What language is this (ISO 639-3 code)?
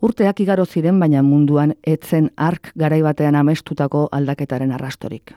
eus